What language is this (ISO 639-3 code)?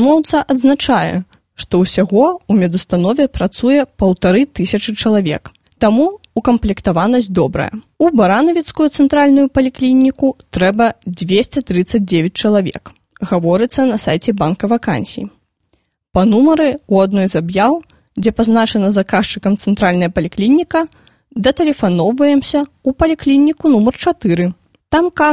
bel